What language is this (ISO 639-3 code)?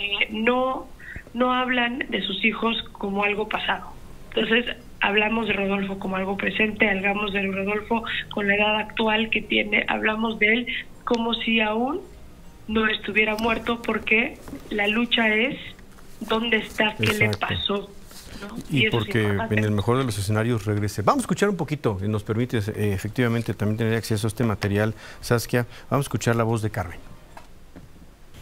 spa